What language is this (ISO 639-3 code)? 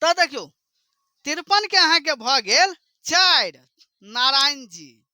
mai